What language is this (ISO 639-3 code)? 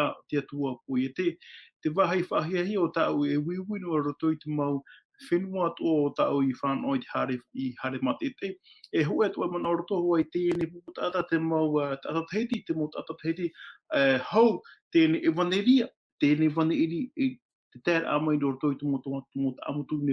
tah